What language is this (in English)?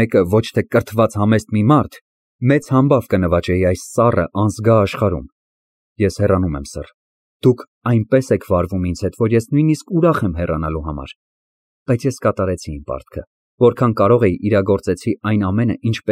Armenian